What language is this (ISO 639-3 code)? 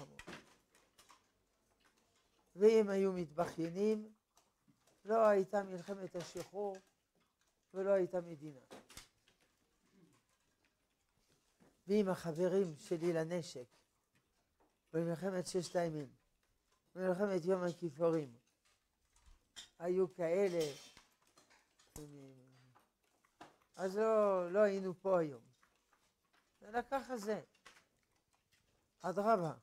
heb